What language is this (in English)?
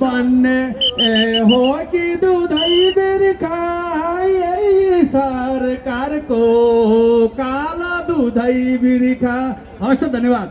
Nepali